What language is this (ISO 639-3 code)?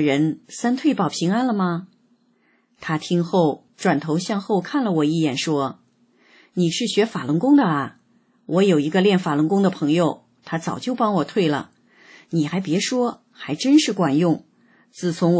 zho